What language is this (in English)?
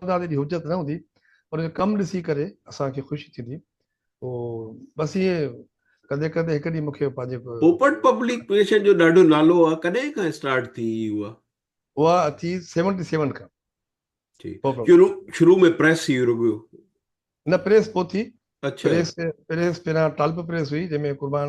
Sindhi